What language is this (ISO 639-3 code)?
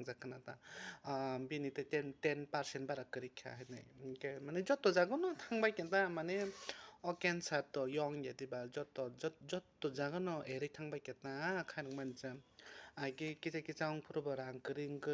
trp